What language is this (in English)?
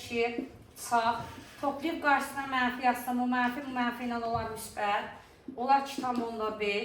Azerbaijani